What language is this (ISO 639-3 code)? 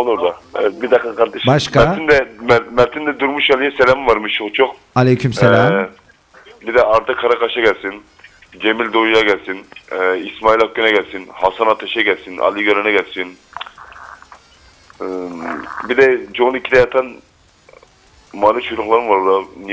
tur